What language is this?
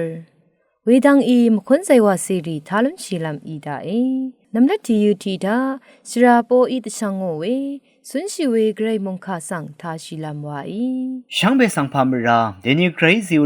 Rawang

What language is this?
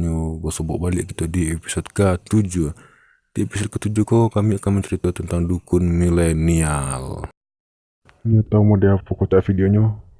Minangkabau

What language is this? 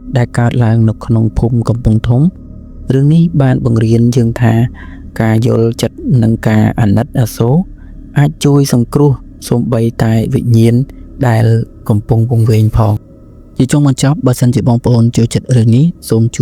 Khmer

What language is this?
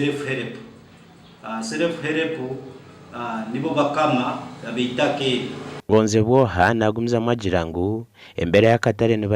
Nyankole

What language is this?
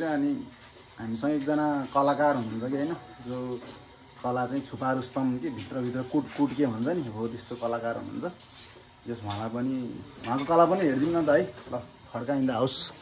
Nepali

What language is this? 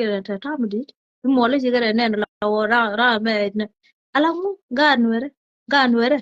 Nuer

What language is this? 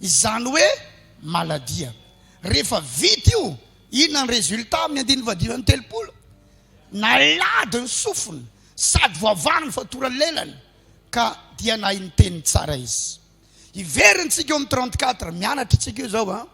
Malagasy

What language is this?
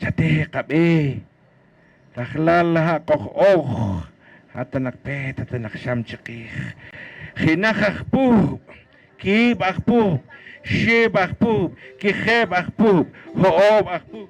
Poqomchi'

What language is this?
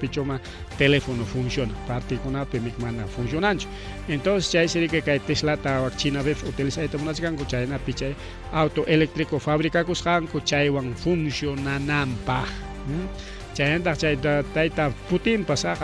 Ayacucho Quechua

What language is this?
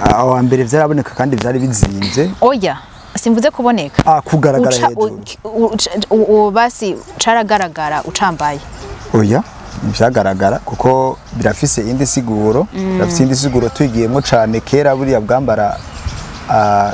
Rundi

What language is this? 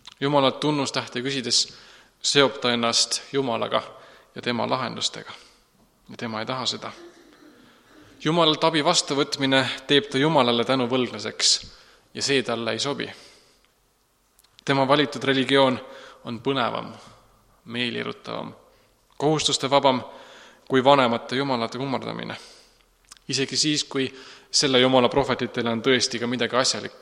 Estonian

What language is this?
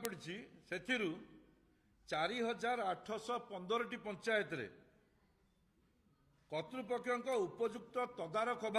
Odia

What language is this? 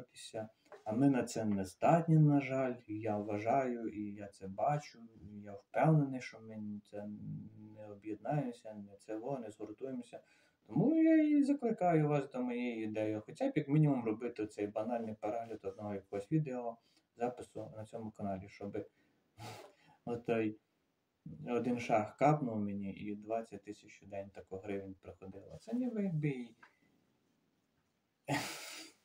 Ukrainian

